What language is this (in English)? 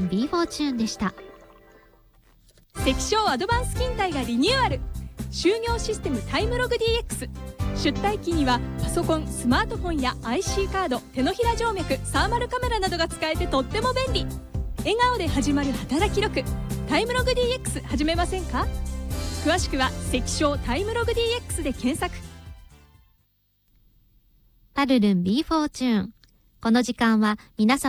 Japanese